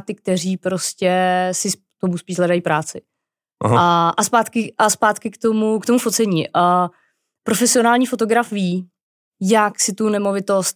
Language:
Czech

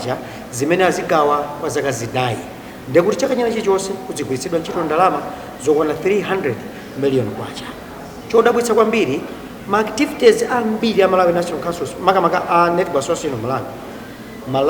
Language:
Nyanja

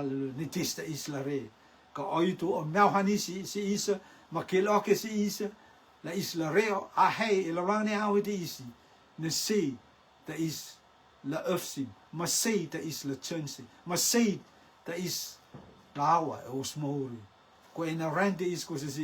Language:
Rotuman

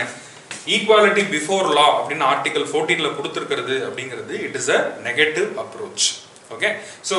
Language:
Tamil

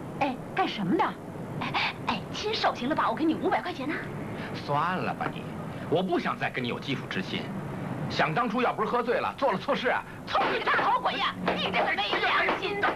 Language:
Chinese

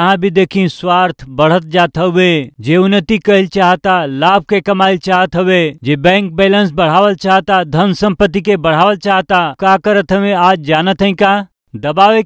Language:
Bhojpuri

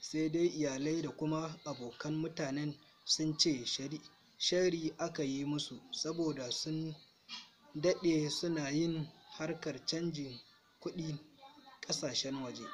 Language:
Hausa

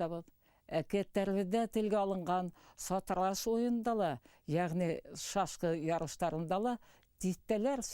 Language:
Bashkir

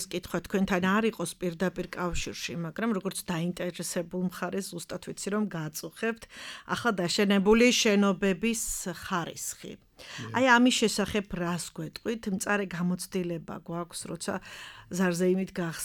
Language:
Georgian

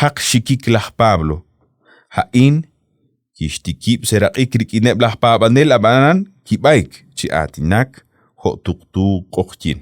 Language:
Kekchí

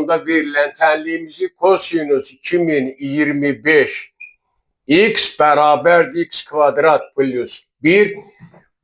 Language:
Azerbaijani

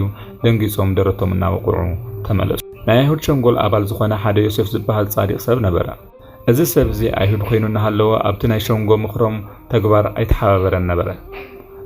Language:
Tigrinya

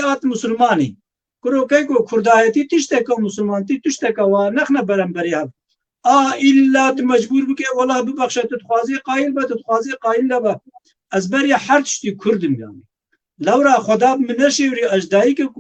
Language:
Kurdish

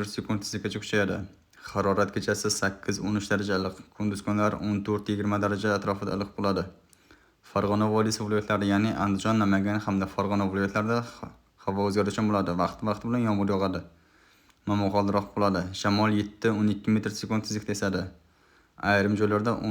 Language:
Uzbek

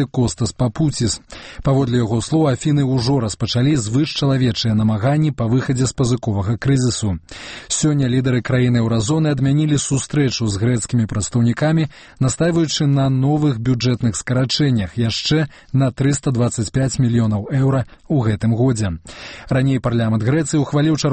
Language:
Belarusian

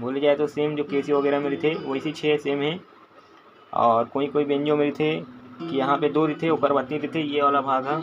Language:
Chhattisgarhi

